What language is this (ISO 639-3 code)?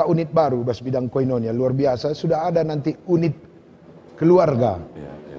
btx